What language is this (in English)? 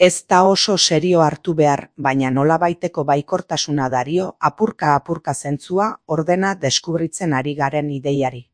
Basque